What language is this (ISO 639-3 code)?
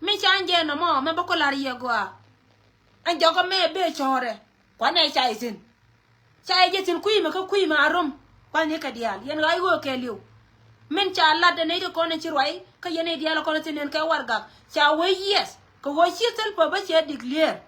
nus